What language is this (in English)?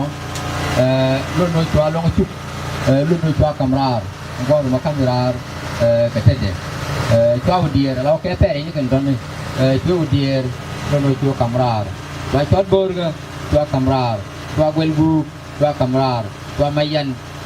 Nuer